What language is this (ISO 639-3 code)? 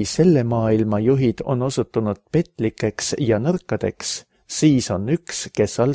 est